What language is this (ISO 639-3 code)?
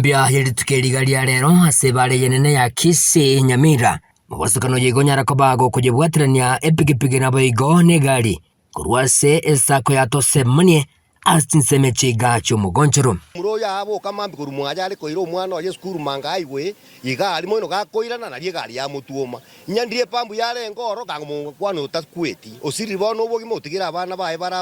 guz